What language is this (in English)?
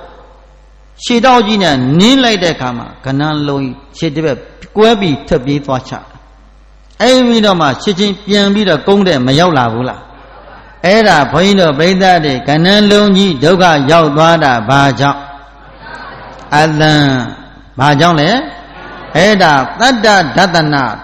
Burmese